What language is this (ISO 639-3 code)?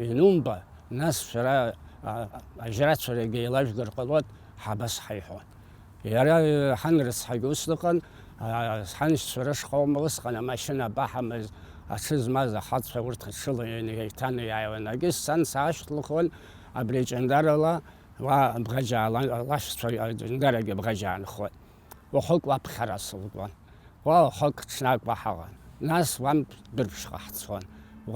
abk